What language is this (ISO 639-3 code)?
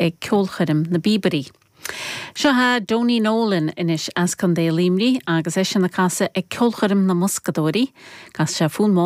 gle